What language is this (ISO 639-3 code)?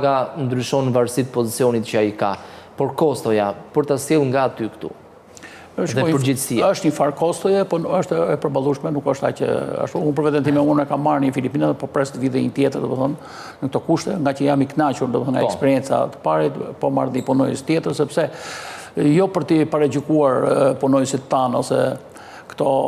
sqi